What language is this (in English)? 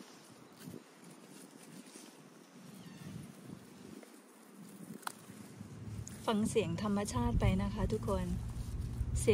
Thai